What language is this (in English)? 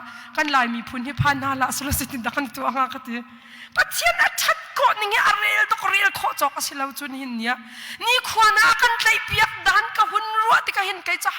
Hakha Chin